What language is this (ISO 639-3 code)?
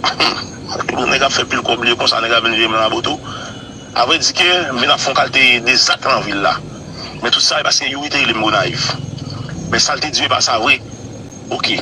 hat